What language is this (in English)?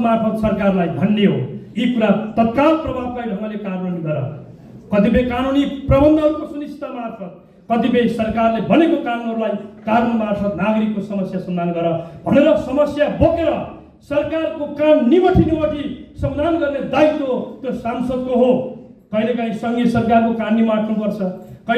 Nepali